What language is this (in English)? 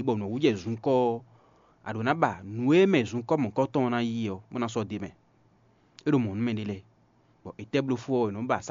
Fon